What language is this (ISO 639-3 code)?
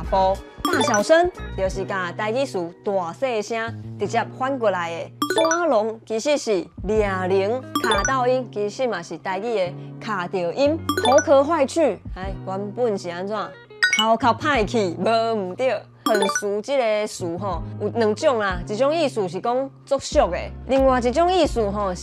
nan